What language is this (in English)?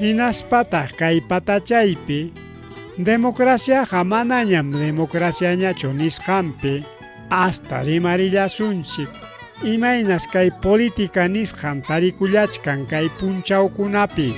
Ayacucho Quechua